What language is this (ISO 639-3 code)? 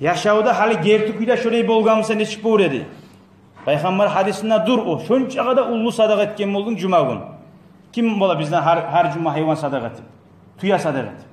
kum